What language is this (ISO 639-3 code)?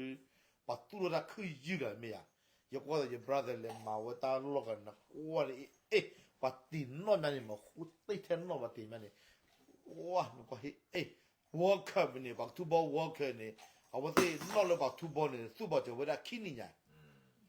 ksw